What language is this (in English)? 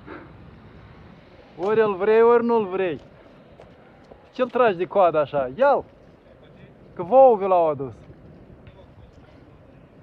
Romanian